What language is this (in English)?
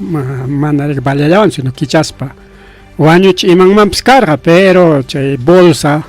Ayacucho Quechua